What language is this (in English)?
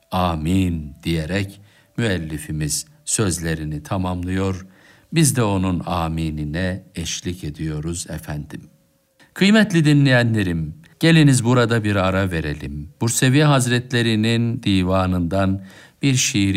Turkish